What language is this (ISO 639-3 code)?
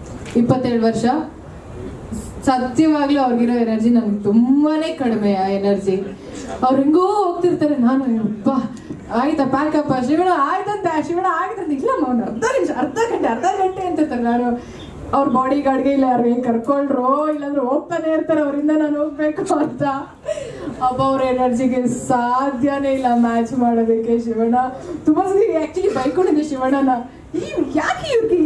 kan